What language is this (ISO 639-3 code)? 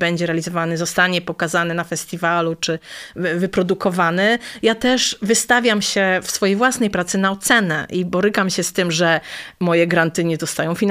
pol